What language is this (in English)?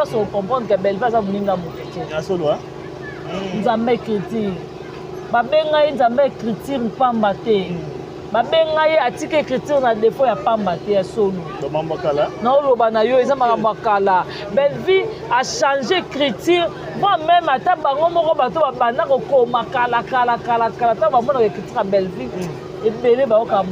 Lingala